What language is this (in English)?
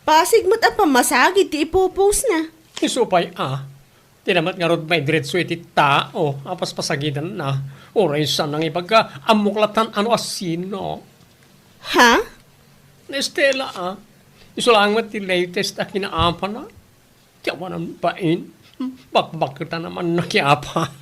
Iloko